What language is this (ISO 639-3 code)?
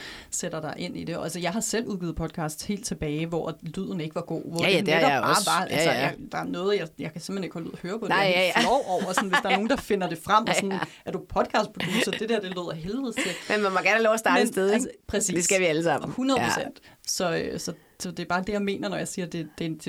dan